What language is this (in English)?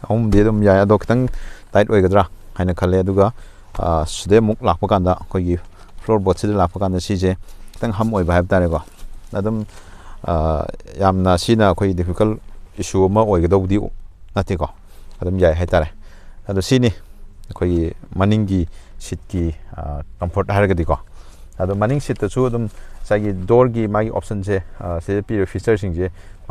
Manipuri